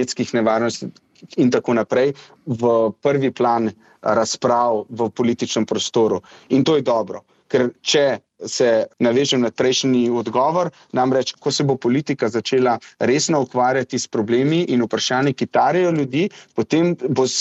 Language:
Slovenian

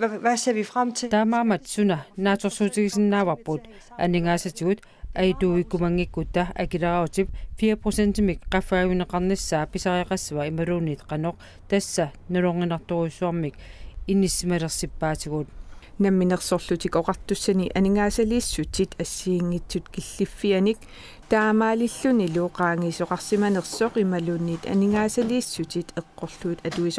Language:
Kalaallisut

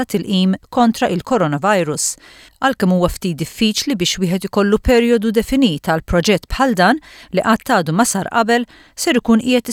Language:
Maltese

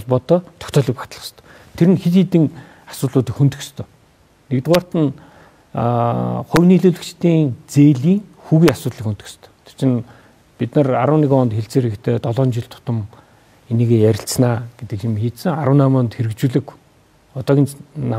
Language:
Mongolian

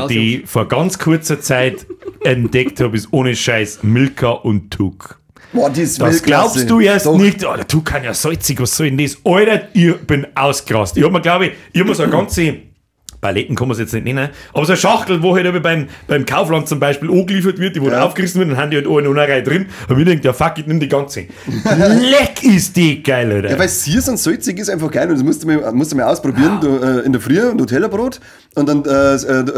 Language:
Bavarian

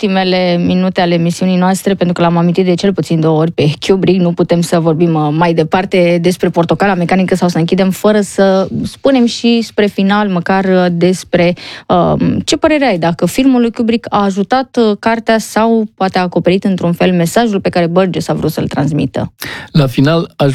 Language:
Romanian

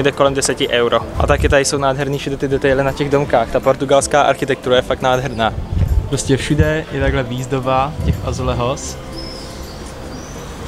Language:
Czech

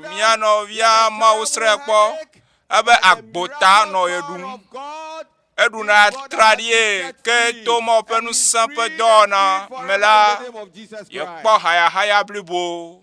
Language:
Ewe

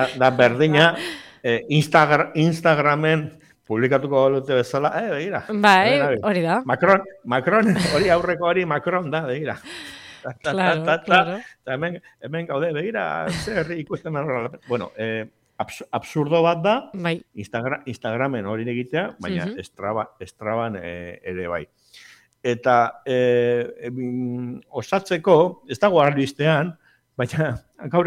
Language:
Basque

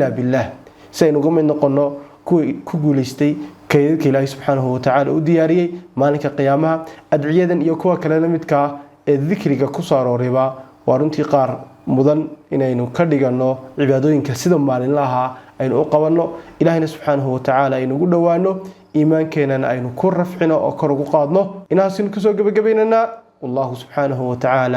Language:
Somali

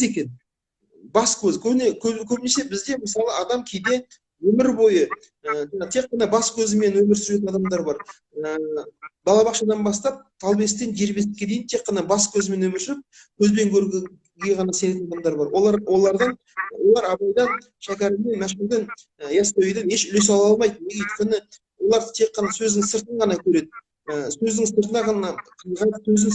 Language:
Kazakh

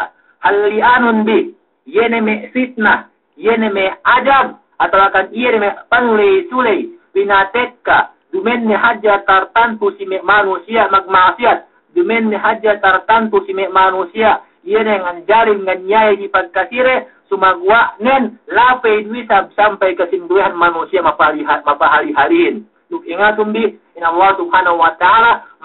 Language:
Yakan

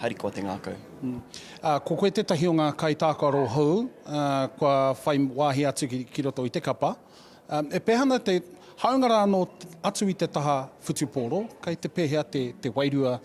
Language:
Māori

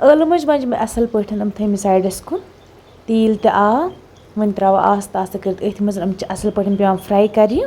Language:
Kashmiri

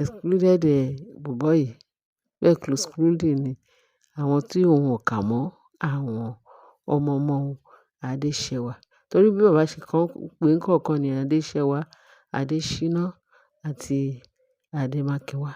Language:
Yoruba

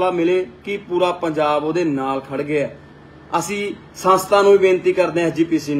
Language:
Punjabi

